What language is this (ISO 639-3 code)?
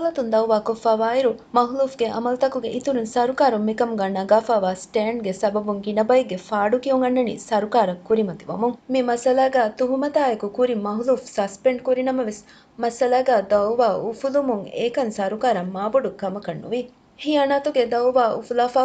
div